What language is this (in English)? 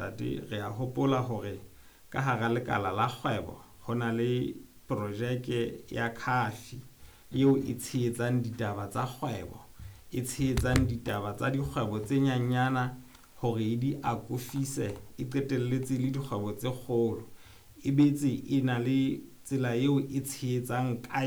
Southern Sotho